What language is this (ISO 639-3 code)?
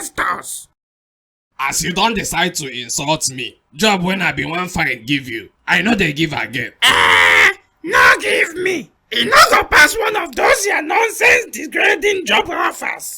pcm